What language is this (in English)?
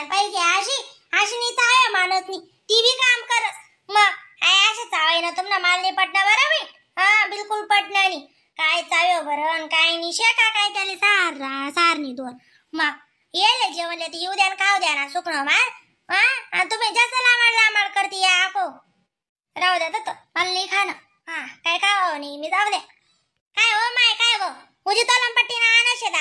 Khandesi